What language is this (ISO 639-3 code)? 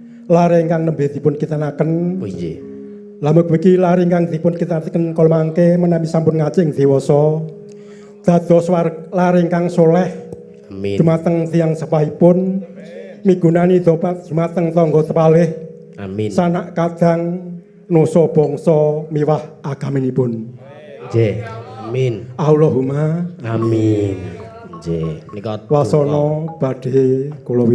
jav